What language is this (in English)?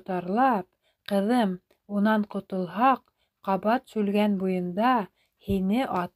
Bashkir